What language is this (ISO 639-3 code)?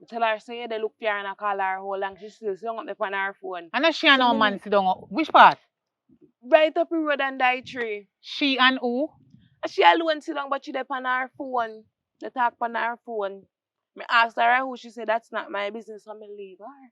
jam